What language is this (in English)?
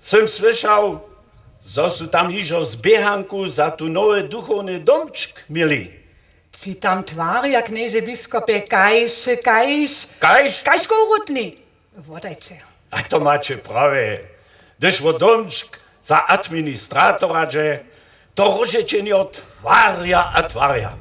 Upper Sorbian